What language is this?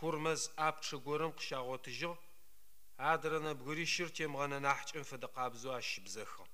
Adyghe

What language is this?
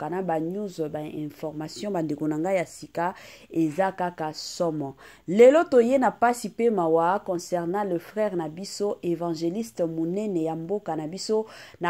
Lingala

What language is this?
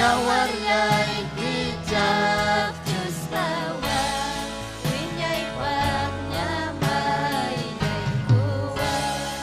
Ayacucho Quechua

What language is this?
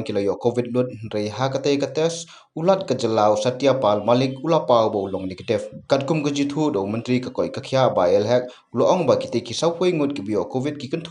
Khasi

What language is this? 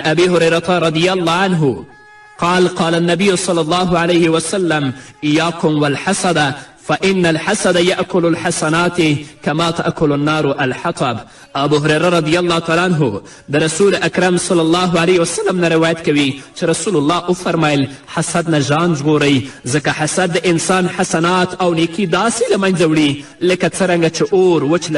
Pashto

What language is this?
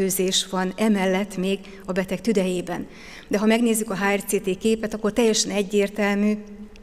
Hungarian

